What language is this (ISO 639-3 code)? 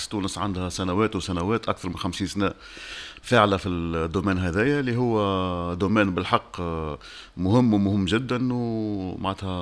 aeb